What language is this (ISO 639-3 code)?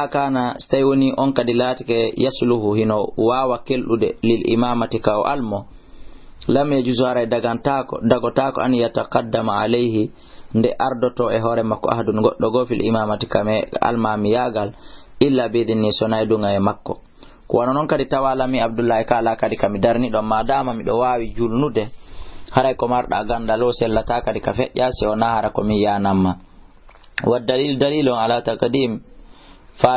ful